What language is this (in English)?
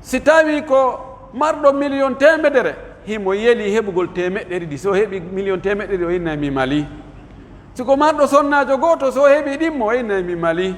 Pular